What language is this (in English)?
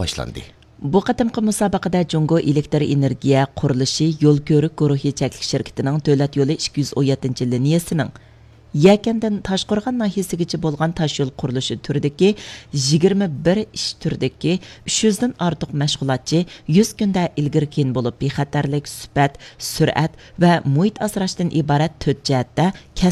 Uyghur